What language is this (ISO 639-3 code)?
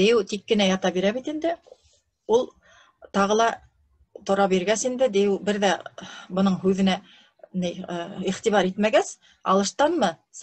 bak